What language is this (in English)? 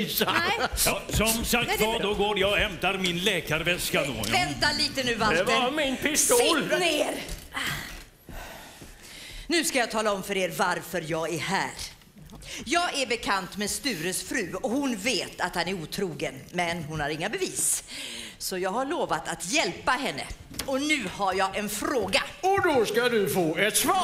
Swedish